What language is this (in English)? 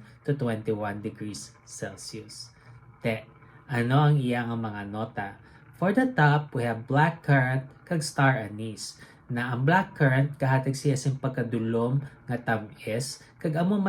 Hiligaynon